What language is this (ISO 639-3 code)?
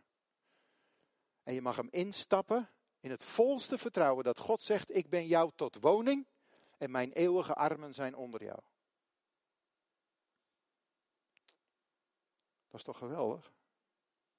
nld